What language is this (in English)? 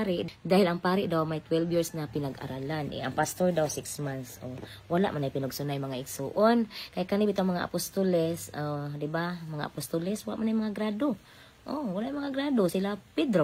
Cebuano